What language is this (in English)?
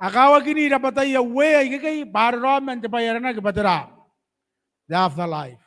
Gilbertese